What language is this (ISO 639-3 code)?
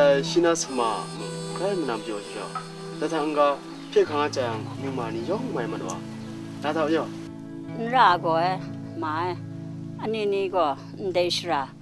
kac